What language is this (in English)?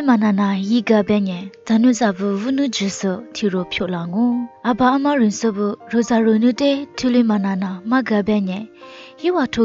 Lisu